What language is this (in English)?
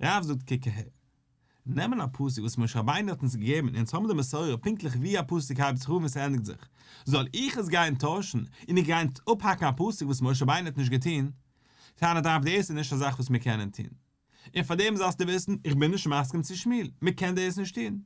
Yiddish